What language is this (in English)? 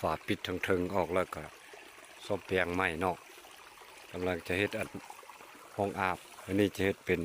Lao